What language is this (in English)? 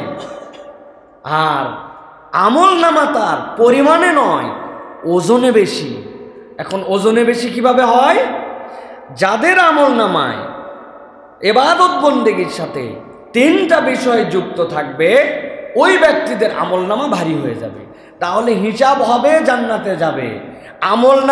Bangla